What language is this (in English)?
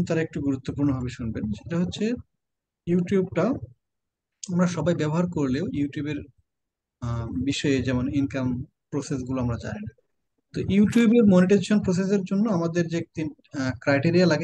Bangla